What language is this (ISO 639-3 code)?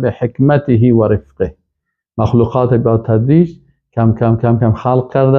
fas